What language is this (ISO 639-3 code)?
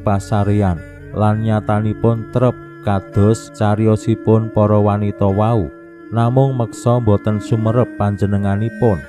jav